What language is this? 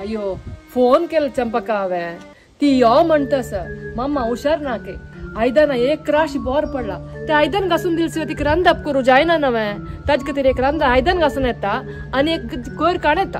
Konkani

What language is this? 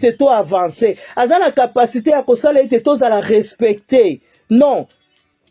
Lingala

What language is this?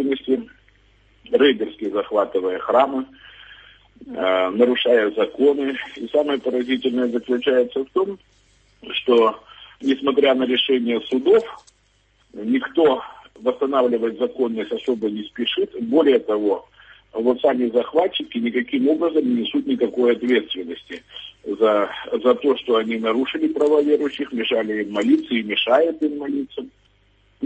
Russian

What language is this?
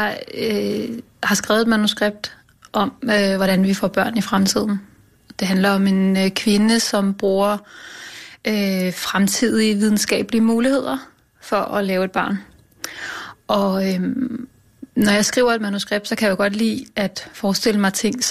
Danish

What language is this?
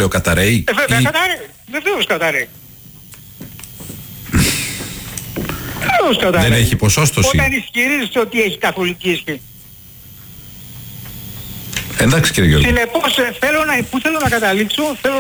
Greek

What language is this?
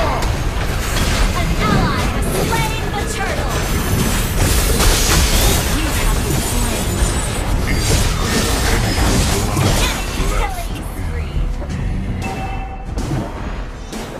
English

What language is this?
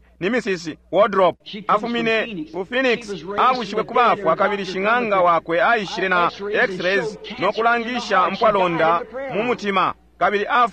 Bemba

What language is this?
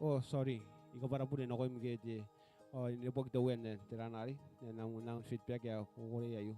Gilbertese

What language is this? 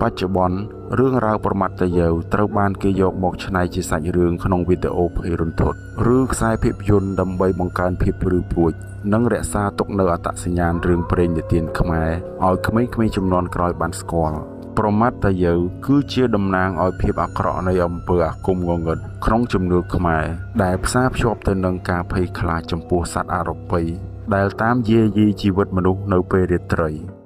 Khmer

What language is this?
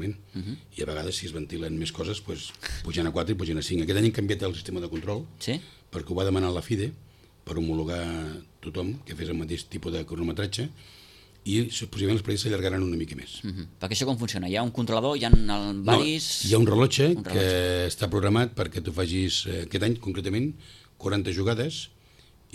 Catalan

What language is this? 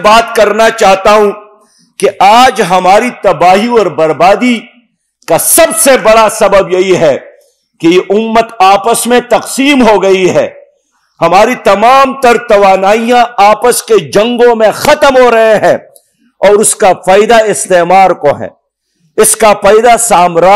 Urdu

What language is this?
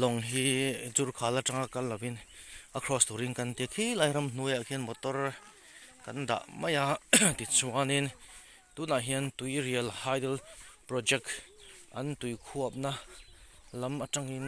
Mizo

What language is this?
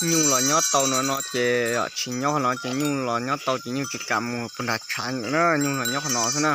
Hmong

